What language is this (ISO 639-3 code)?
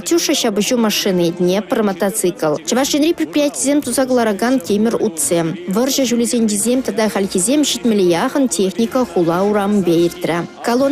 chv